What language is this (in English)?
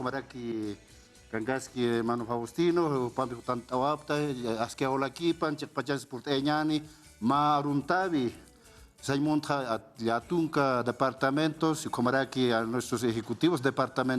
Aymara